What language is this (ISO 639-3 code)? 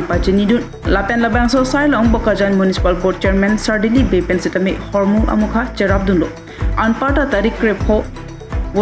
mjw